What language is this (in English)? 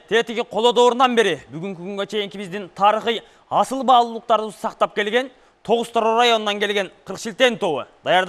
Kyrgyz